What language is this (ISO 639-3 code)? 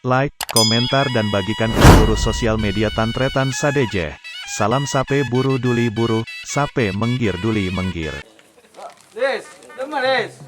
mad